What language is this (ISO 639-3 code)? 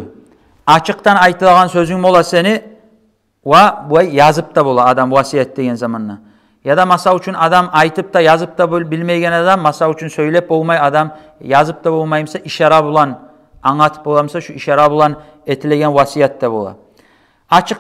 kum